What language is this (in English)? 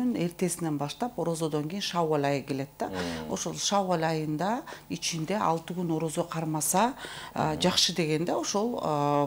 Kyrgyz